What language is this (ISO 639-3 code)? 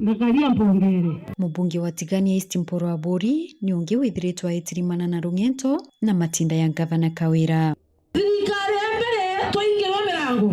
mer